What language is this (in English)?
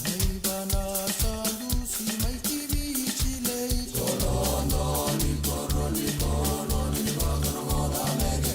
Fijian